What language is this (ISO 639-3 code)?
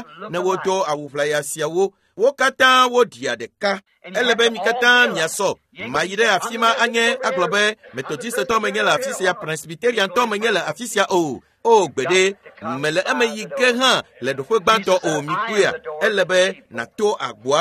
ewe